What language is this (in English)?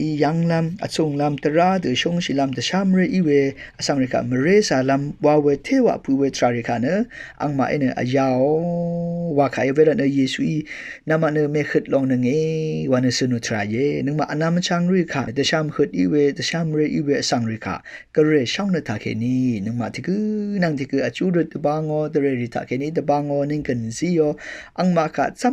Rawang